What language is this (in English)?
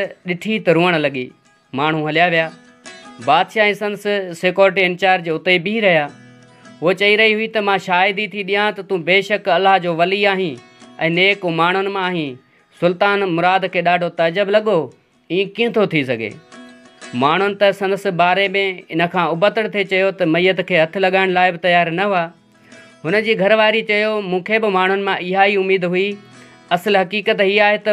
Sindhi